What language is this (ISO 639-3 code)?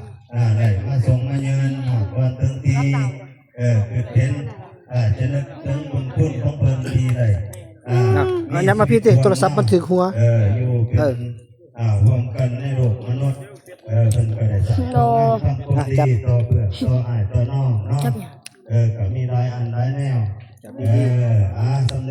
tts